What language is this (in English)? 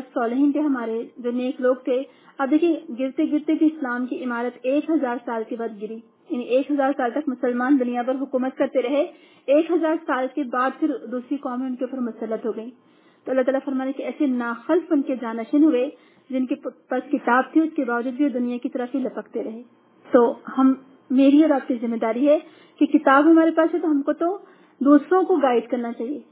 Urdu